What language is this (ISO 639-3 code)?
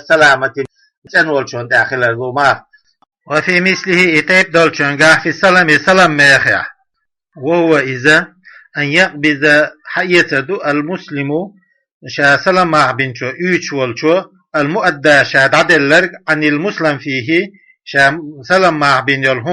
che